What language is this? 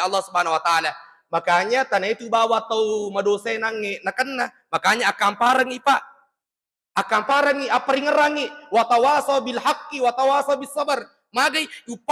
Buginese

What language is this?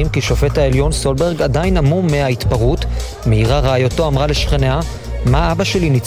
Hebrew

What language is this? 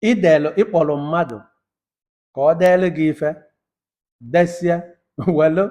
Igbo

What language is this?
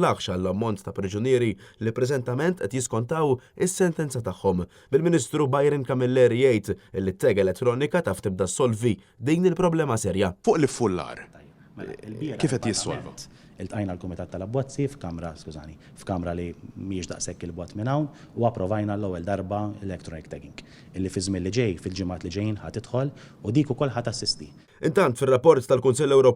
Maltese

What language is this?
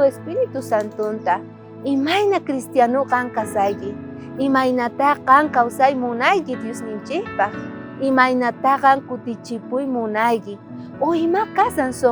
South Bolivian Quechua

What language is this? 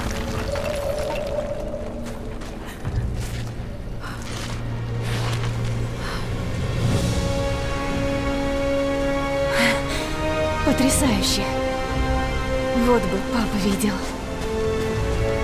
Russian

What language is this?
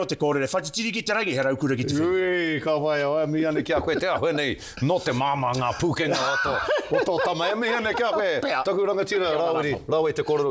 Māori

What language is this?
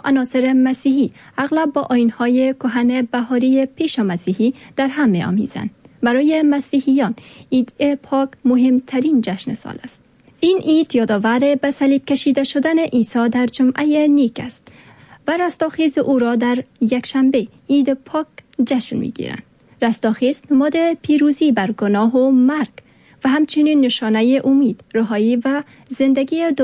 Persian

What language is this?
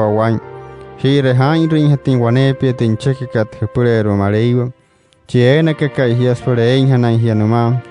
Wayuu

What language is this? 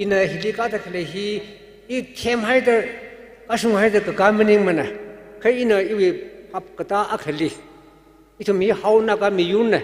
Tangkhul Naga (India)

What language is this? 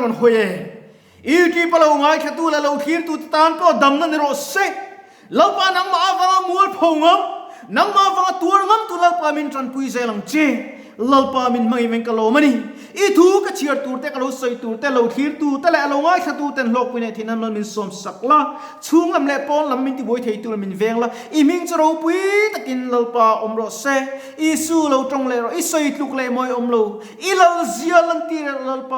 Mizo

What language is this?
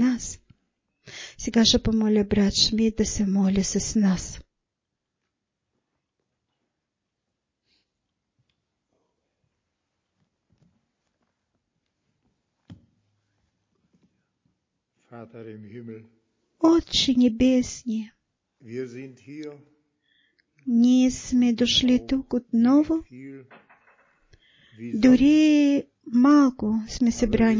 Bulgarian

